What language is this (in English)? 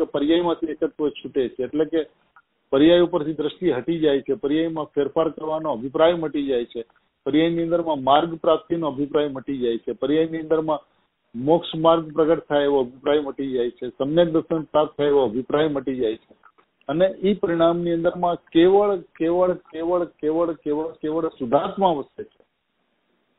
Gujarati